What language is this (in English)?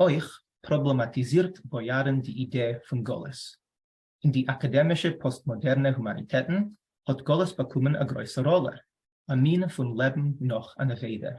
Yiddish